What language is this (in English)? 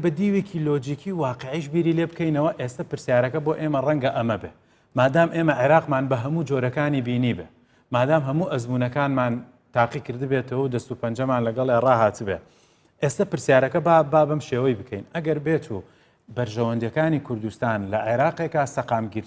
Central Kurdish